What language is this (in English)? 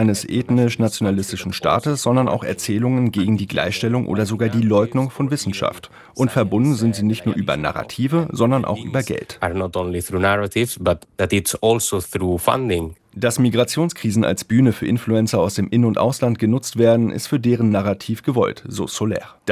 German